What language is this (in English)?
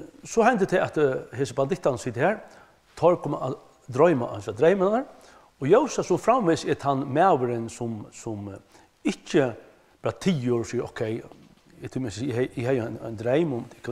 Faroese